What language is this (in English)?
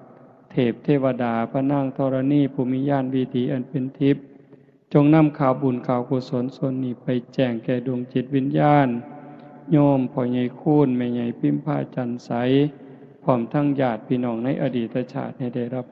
Northeastern Thai